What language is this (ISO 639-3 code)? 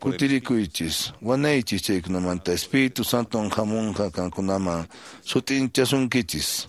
que